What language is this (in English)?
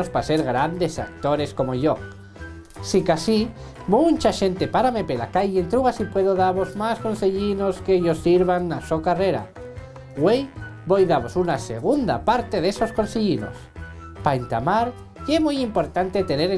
Asturian